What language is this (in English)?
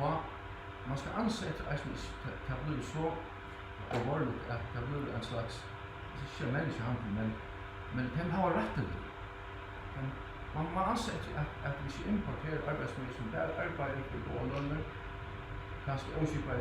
Faroese